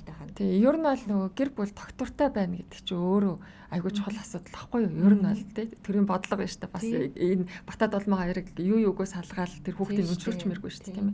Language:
Mongolian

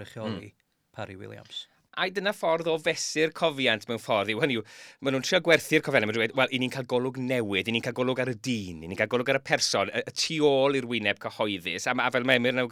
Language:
Welsh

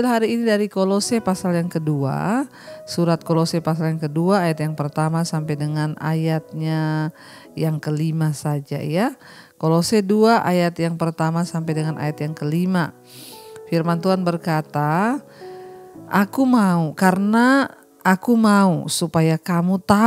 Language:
Indonesian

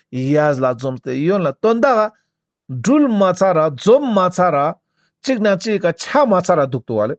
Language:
Ladakhi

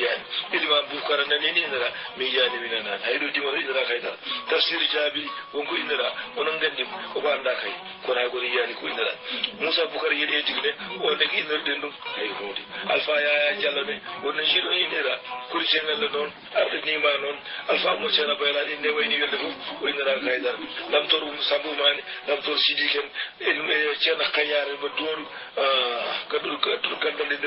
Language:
Fula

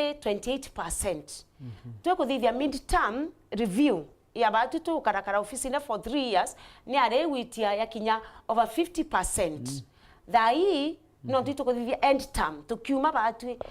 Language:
Meru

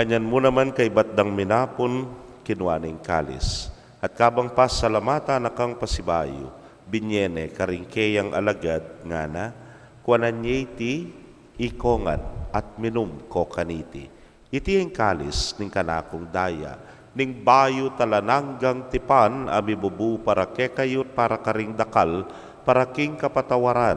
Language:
Pampanga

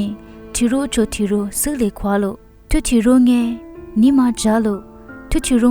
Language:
Lisu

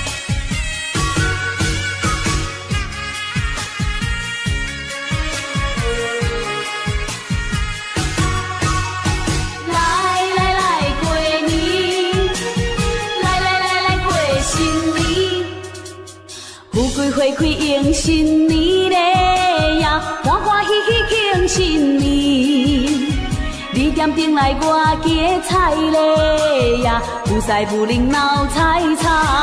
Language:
Chinese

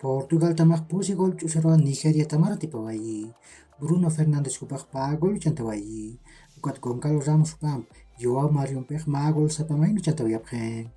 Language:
Aymara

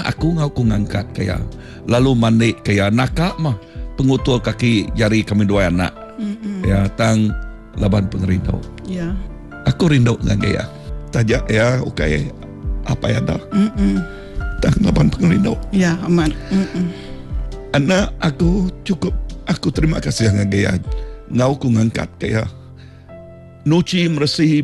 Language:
Iban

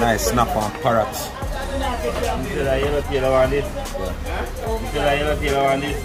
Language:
Jamaican Creole English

